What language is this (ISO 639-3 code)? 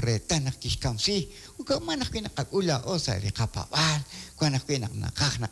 kek